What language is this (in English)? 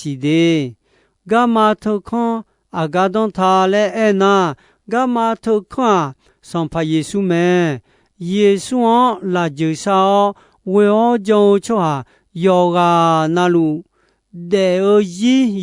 Akha